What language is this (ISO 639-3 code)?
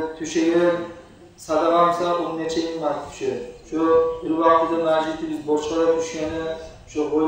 kum